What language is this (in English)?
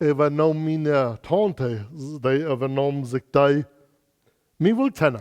Plautdietsch